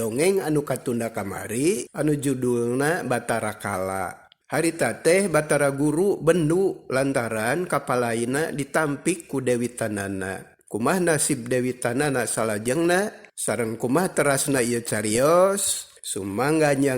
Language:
Sundanese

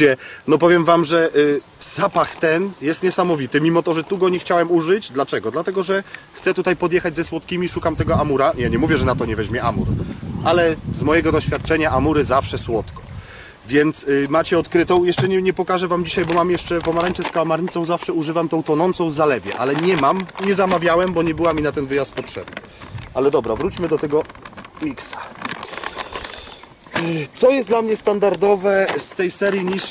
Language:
Polish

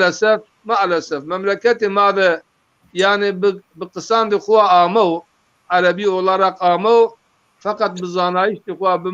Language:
Zaza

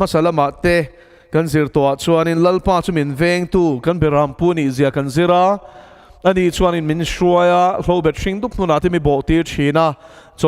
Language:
Mizo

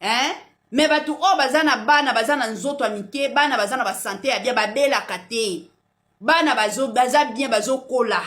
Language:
Lingala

